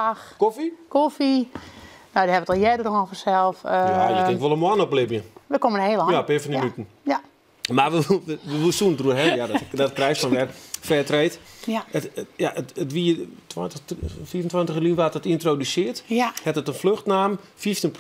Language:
Western Frisian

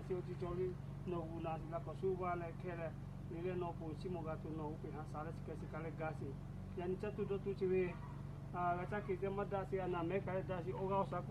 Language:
Lahu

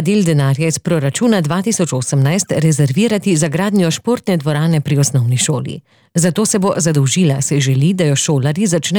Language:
Slovenian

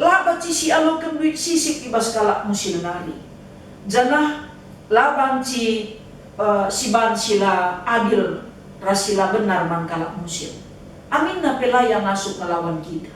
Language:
Batak Karo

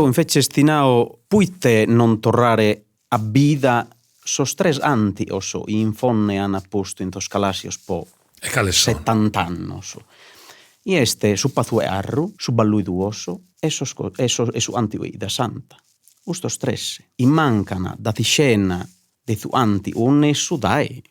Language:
Sardinian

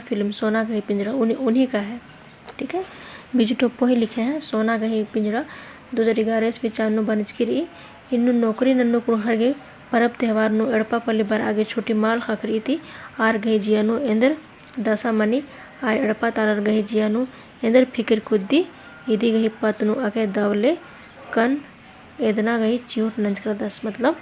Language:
Kurukh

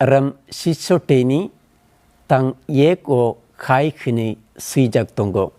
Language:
Kok Borok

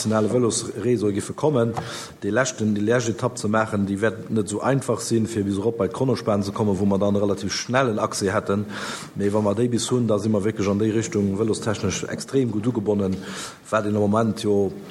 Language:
Luxembourgish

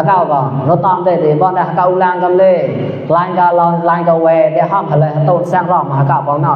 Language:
Mon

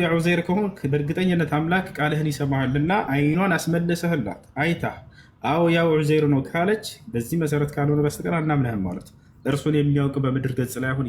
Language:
Amharic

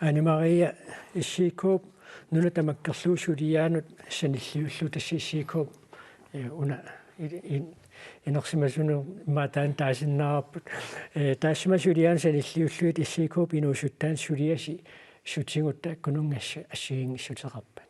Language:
Kalaallisut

